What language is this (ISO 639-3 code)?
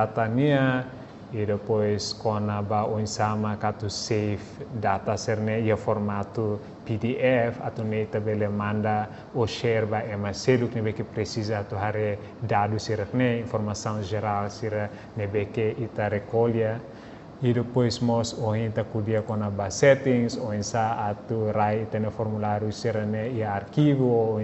tet